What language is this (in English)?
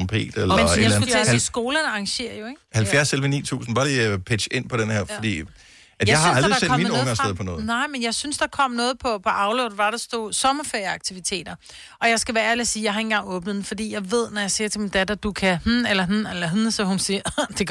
Danish